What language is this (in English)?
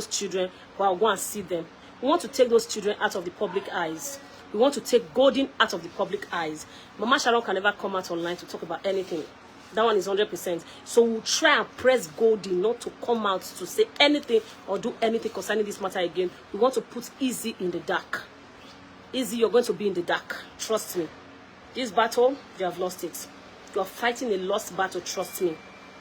Nigerian Pidgin